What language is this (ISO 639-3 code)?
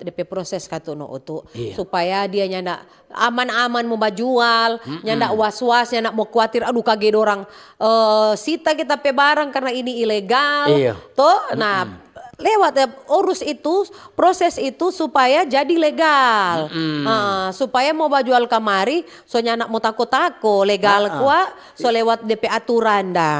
xmm